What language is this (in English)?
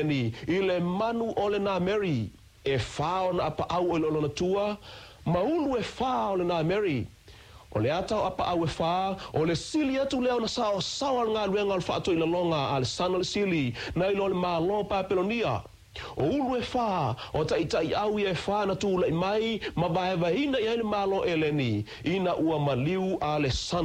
Samoan